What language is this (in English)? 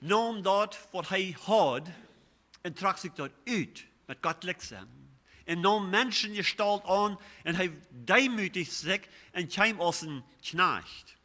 Plautdietsch